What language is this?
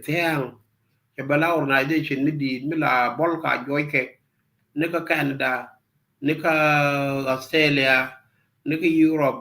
Nuer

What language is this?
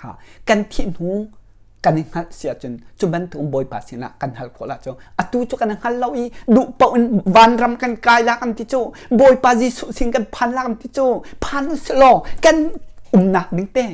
Hakha Chin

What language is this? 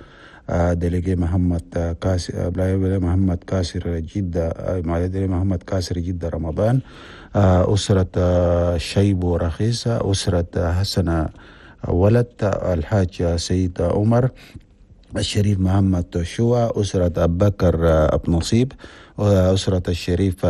Chadian Arabic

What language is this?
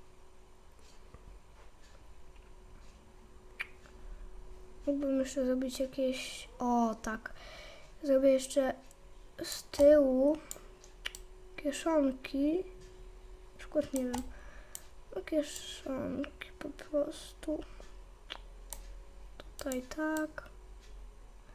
Polish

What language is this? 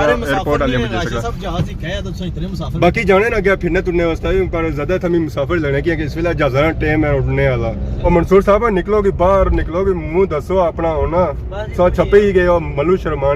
Pahari-Potwari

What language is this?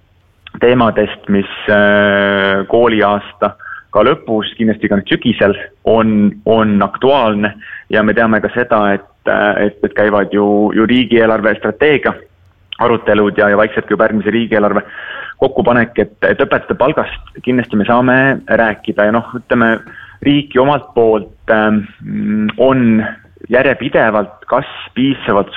Estonian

